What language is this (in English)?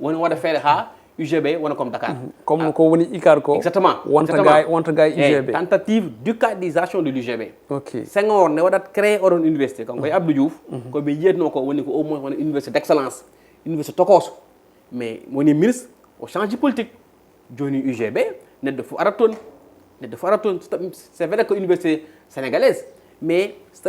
Fula